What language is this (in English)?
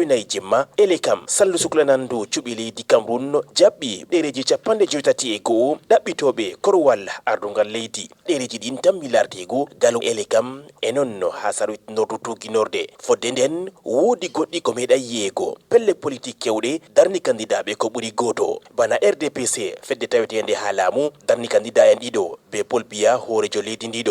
Fula